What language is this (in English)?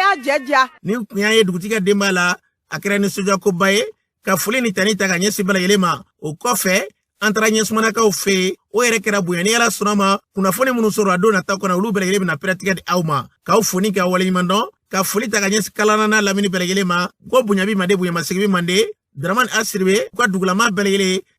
Bambara